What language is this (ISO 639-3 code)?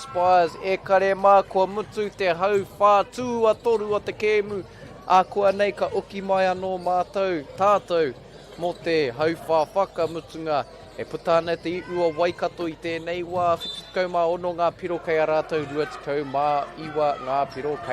mri